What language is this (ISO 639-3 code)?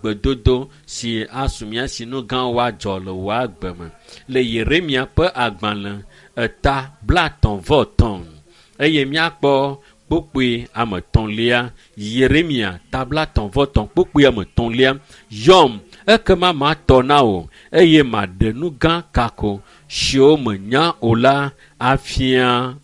ewe